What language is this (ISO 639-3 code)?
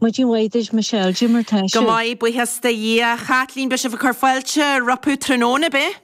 gle